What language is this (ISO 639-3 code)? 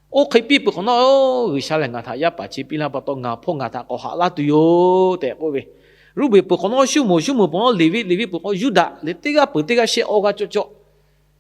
lhu